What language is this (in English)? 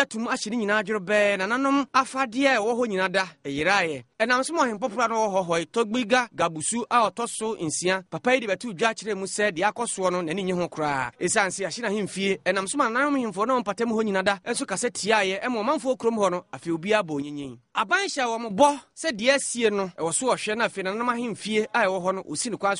Akan